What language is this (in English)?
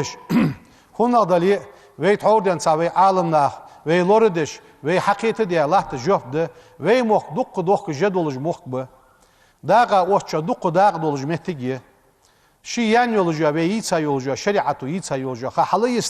Ingush